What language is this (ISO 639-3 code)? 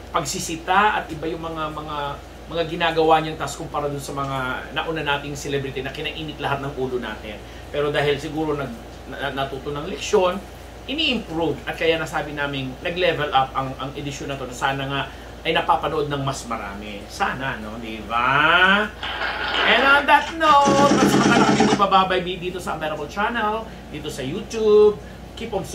fil